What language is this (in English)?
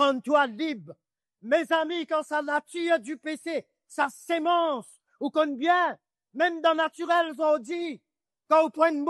Morisyen